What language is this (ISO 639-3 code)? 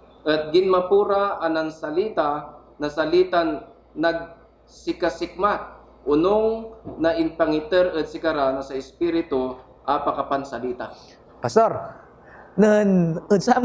pag